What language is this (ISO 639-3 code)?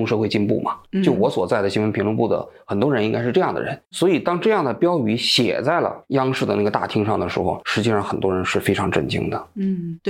zho